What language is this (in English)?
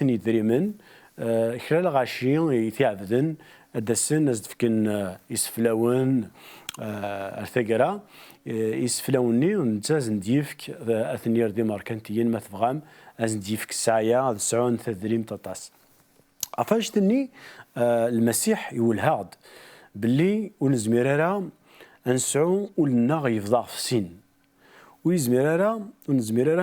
Kabyle